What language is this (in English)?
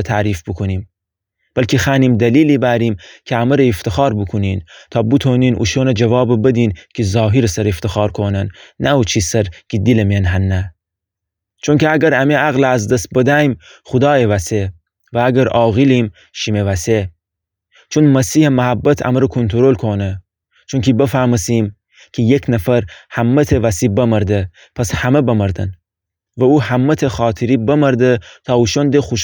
Gilaki